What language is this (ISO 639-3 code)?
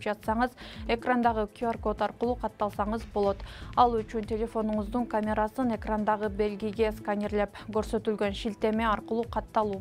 kir